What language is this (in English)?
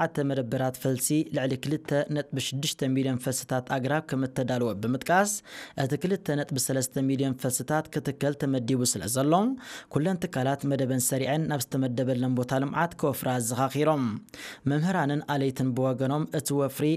Tigrinya